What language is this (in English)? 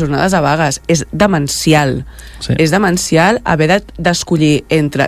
Catalan